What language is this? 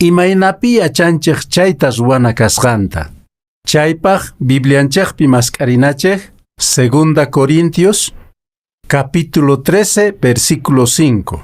Quechua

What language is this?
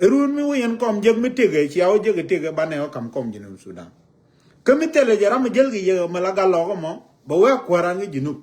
Nuer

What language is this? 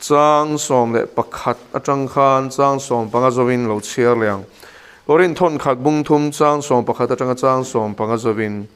Mizo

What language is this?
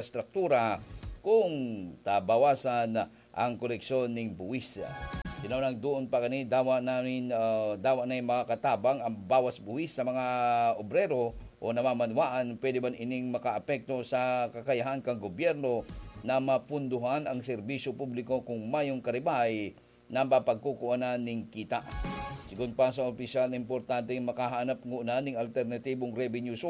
Bikol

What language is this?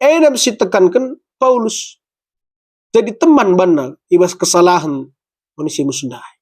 Batak Karo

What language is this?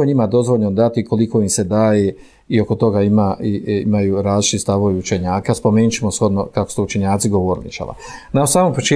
Bosnian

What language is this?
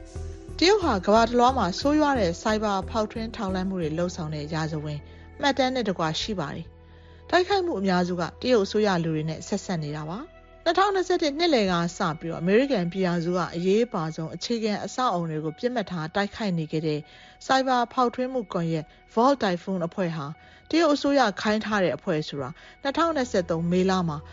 Burmese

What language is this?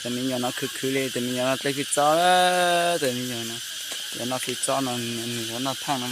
Hmong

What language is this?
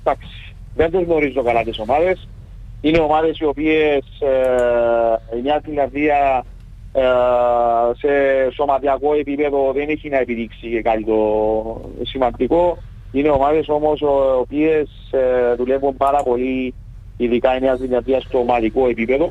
Greek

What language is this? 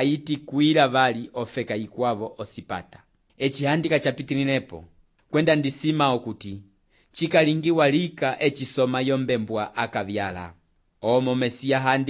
Umbundu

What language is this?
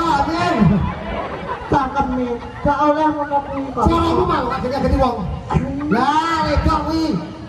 Javanese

